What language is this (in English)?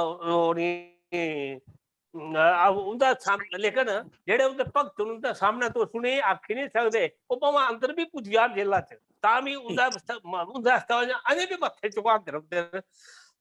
Dogri